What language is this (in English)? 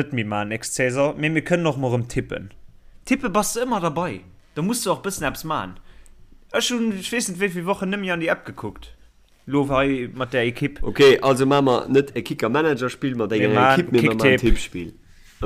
Luxembourgish